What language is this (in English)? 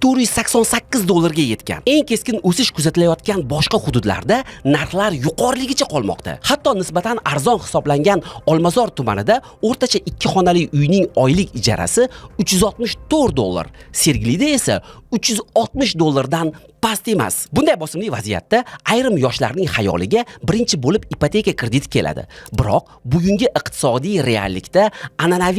Uzbek